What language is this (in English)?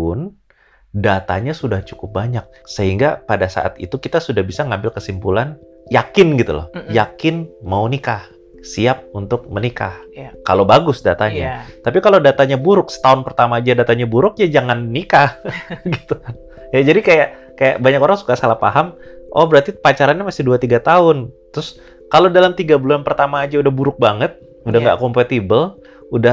Indonesian